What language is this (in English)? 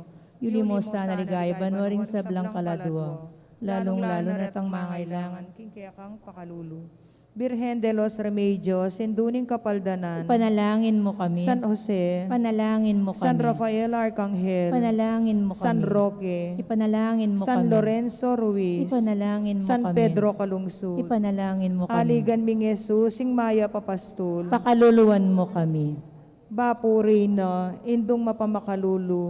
Pampanga